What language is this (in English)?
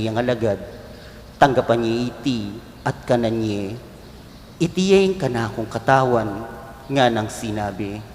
Pampanga